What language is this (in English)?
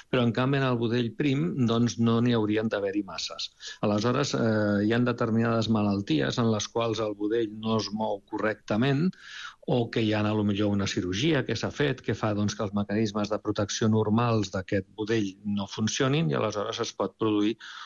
Catalan